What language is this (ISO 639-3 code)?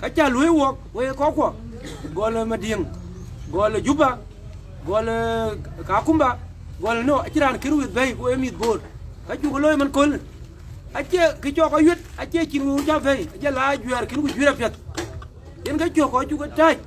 din